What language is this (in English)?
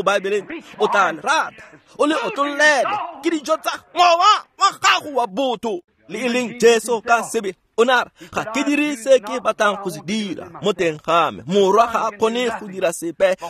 Tswana